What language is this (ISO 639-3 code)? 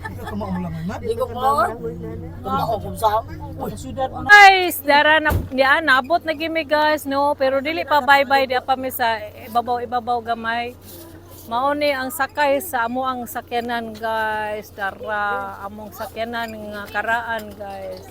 ceb